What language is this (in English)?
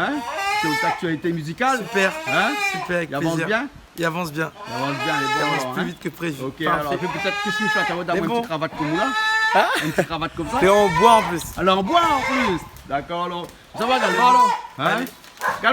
Réunion Creole French